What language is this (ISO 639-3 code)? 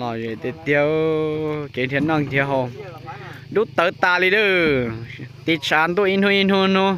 hmn